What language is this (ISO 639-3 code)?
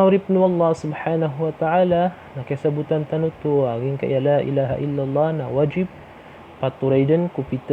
mrw